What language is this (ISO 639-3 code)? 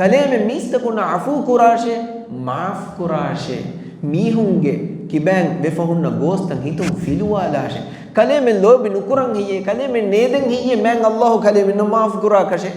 div